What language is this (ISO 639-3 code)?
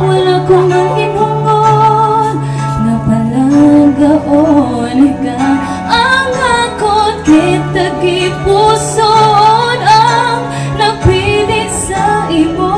hil